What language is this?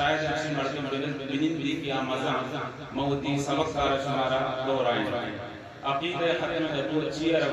Eastern Balochi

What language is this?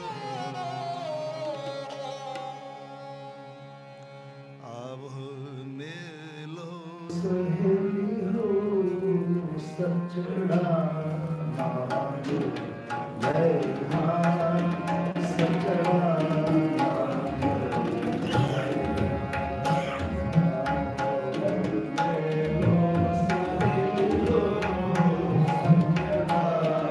Punjabi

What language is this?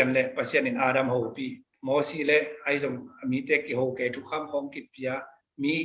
Tedim Chin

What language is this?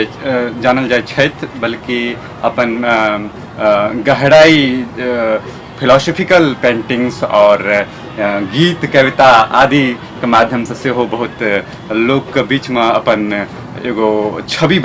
Maithili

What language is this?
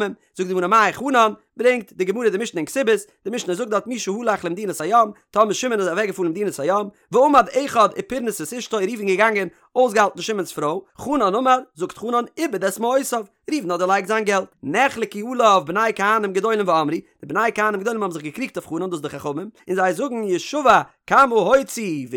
Yiddish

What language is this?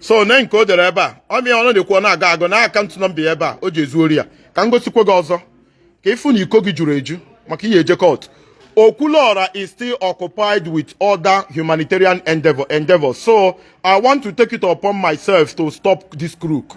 Igbo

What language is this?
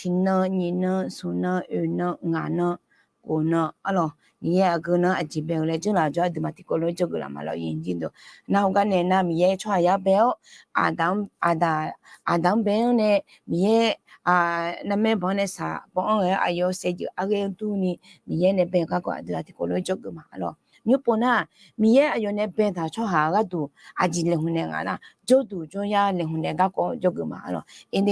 Akha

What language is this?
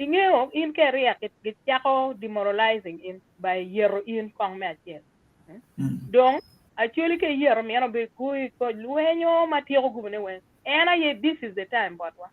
Acoli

